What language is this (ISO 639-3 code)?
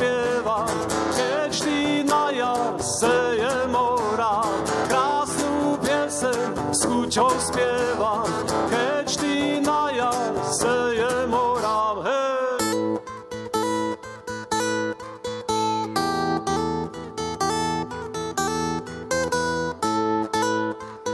slk